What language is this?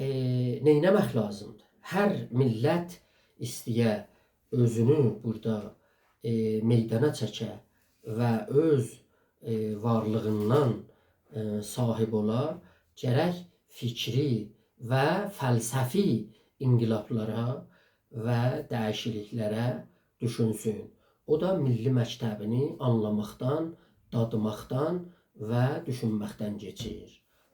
South Azerbaijani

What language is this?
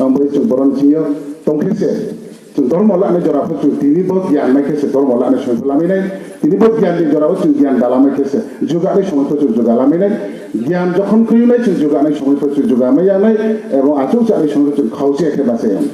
Riang (India)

